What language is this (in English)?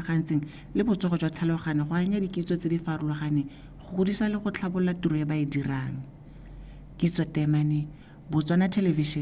Tswana